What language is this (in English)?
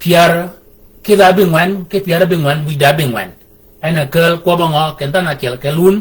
Shilluk